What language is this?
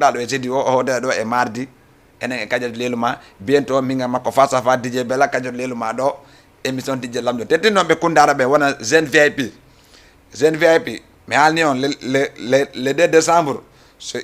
Fula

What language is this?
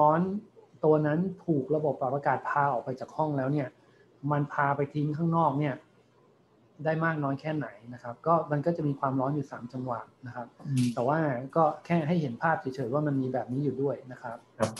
Thai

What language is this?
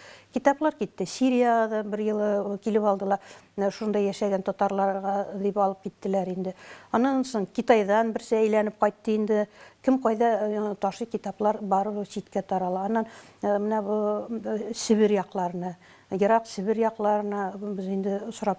Tatar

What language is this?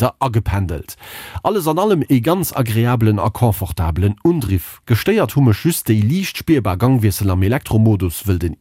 Luxembourgish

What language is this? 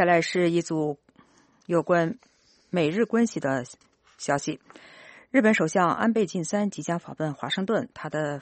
Chinese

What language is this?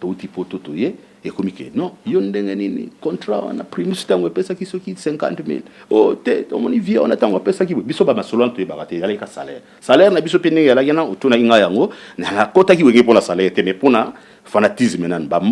Lingala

